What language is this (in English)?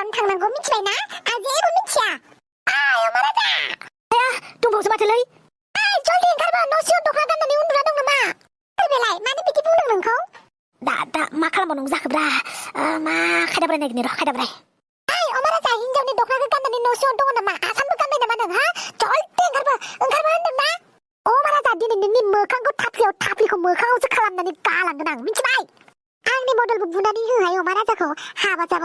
Bodo